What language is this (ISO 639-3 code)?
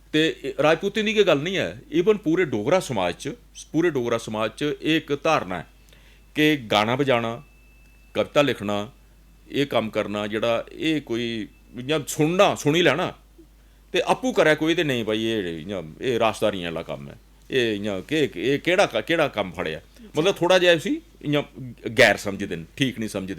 doi